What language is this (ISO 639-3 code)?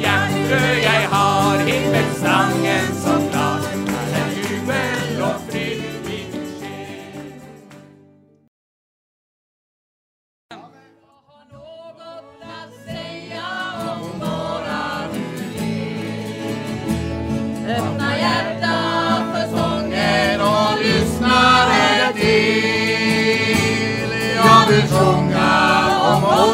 nor